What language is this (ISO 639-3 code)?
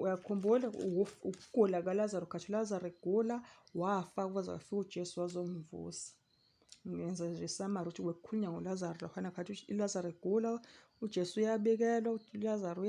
zul